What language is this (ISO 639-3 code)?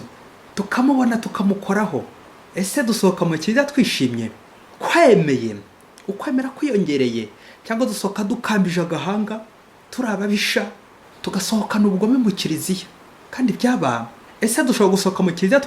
kin